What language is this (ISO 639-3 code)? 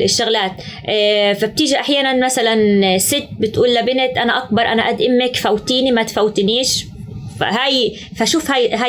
apc